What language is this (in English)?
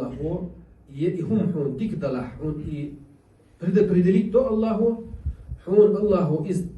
Chechen